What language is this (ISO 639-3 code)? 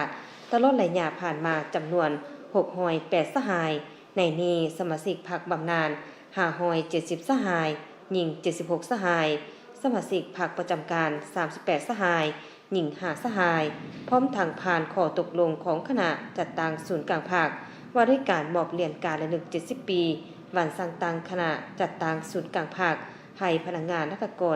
lao